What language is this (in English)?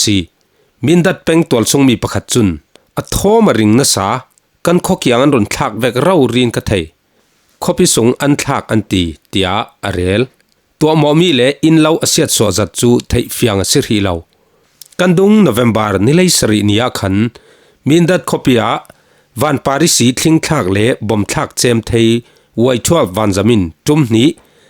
Falam Chin